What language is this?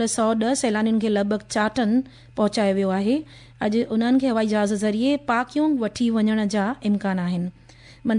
Sindhi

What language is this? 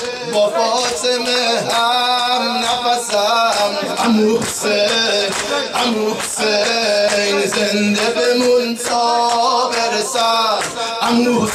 Persian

